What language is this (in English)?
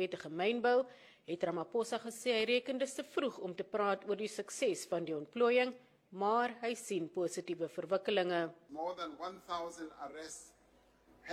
Afrikaans